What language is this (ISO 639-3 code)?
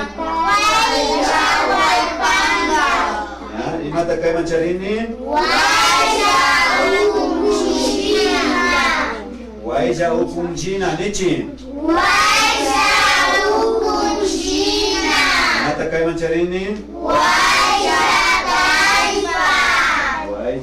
qvi